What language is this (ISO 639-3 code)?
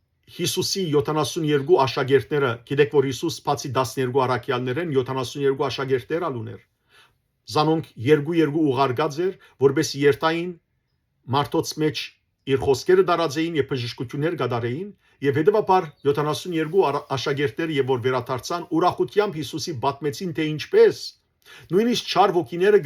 hyw